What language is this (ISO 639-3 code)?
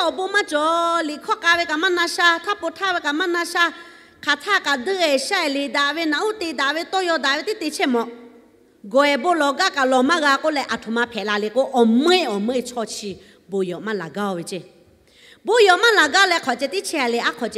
lhu